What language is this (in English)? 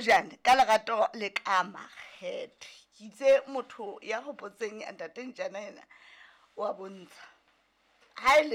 Southern Sotho